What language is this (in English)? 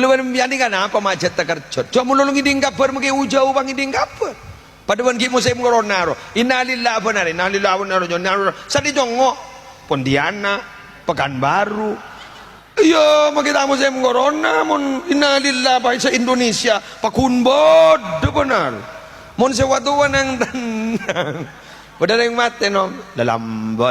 Madurese